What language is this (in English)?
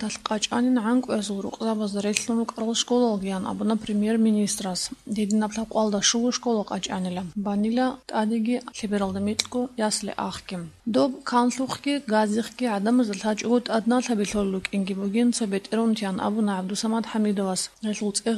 Avaric